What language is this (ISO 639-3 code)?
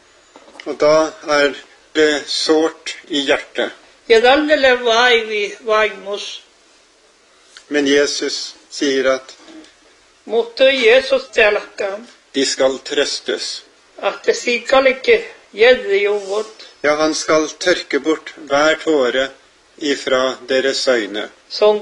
nor